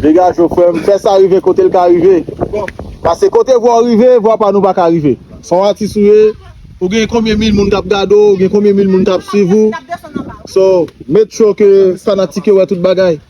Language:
Haitian Creole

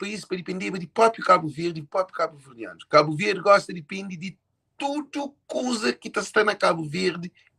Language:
Kabuverdianu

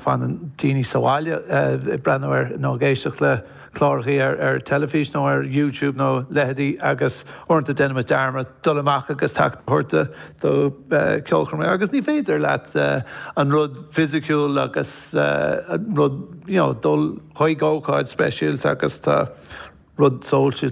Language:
Irish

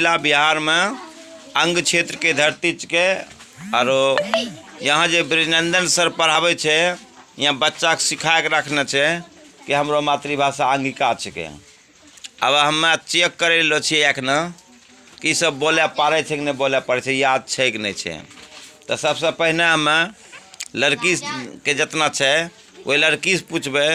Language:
Angika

